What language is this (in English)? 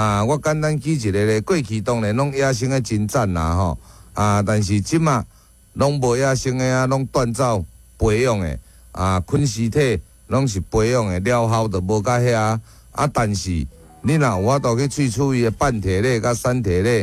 Min Nan Chinese